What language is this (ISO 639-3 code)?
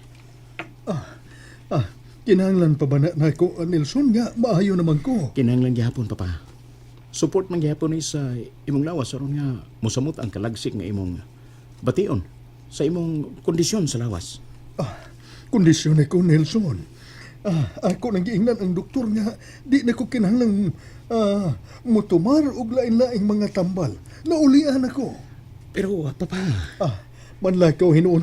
ceb